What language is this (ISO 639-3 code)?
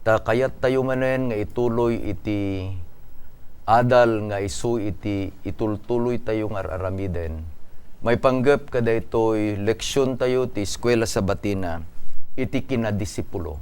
ilo